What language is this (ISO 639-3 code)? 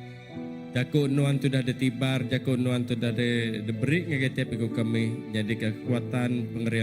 iba